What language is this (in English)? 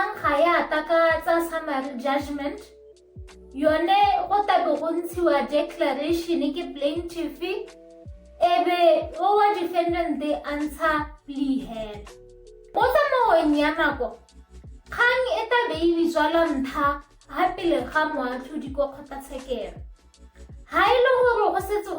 Tswana